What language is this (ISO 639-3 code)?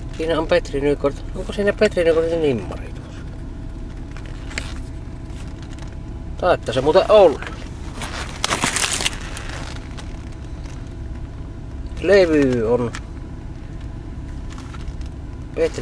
fin